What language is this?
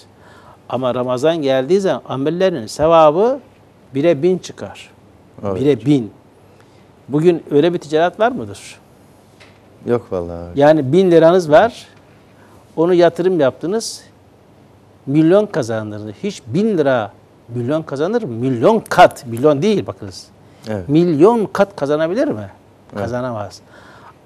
Turkish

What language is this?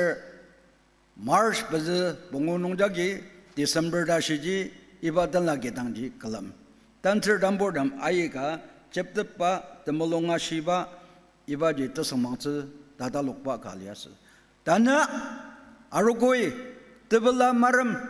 Ao Naga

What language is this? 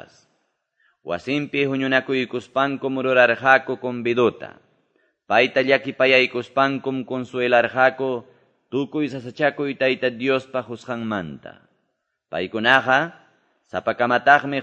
Quechua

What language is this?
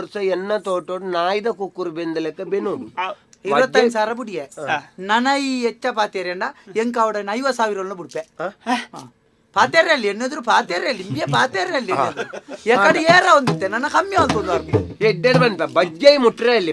Tulu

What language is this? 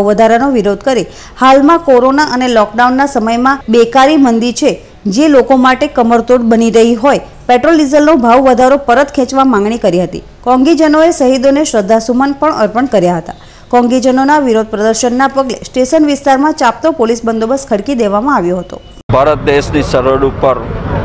Gujarati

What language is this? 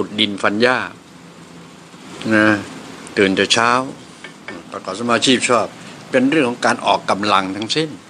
Thai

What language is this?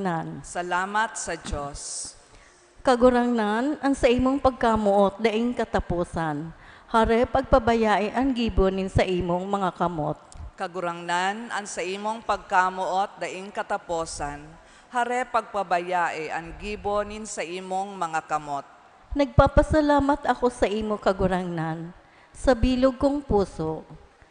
Bikol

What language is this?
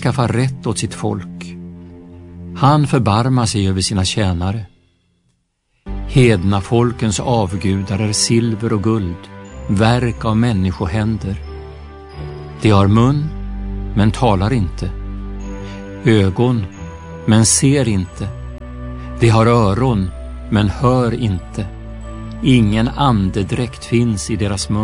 Swedish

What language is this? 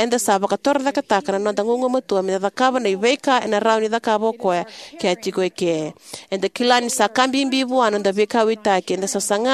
Fijian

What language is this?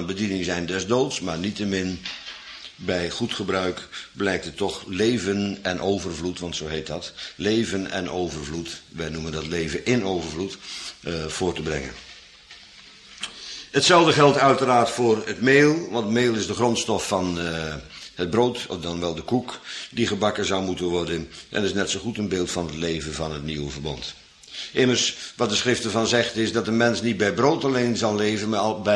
Dutch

